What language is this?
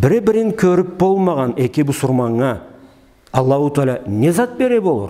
Karachay-Balkar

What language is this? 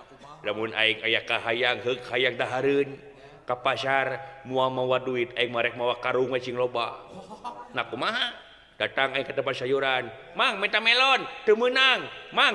Sundanese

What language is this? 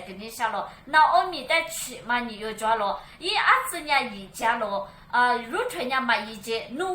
Lisu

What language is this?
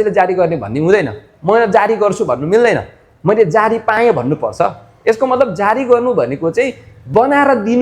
Nepali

